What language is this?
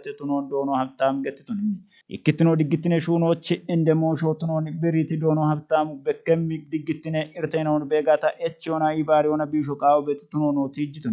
Kafa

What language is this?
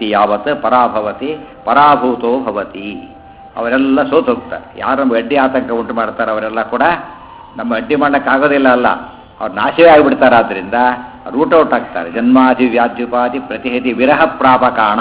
Kannada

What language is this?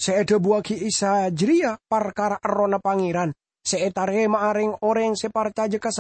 Madurese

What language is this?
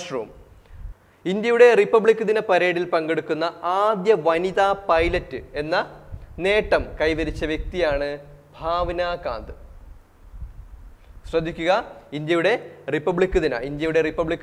Malayalam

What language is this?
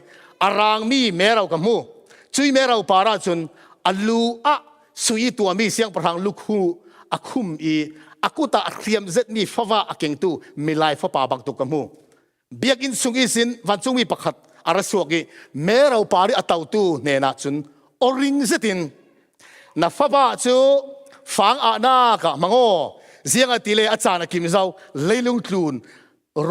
Falam Chin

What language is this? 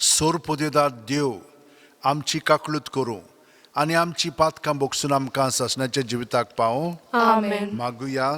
Konkani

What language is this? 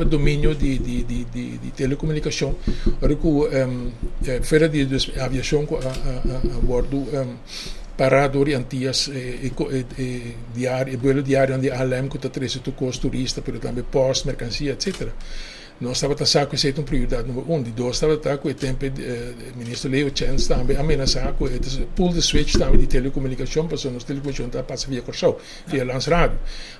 Papiamento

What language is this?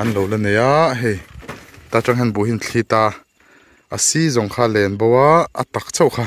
Mizo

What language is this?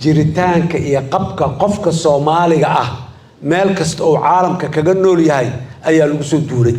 Somali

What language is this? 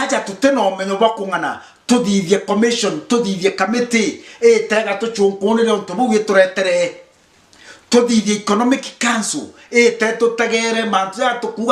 Meru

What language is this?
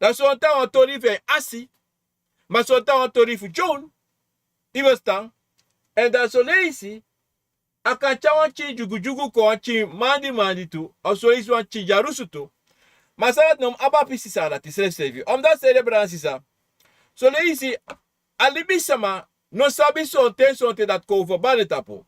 Sranan Tongo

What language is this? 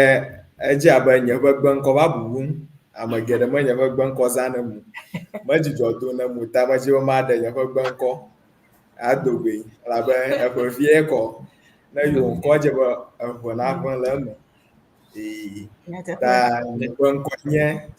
Ewe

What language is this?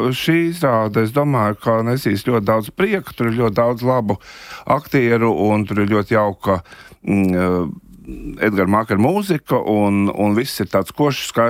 Latvian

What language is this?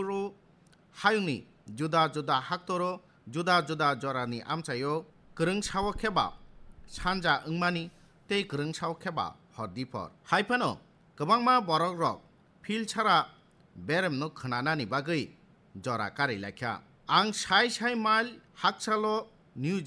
Kok Borok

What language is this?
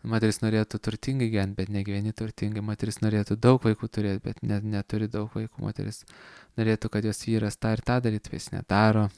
Lithuanian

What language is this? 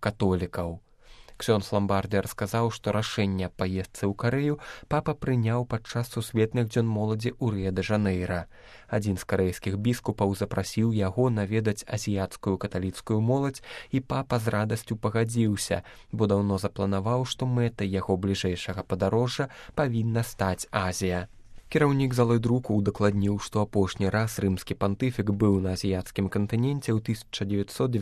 Belarusian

